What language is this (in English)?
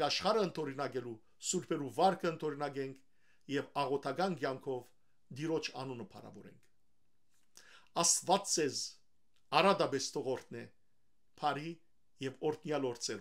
Western Armenian